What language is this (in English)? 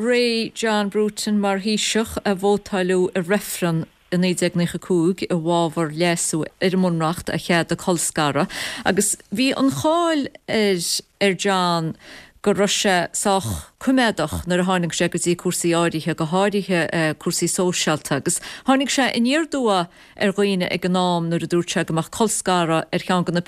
Irish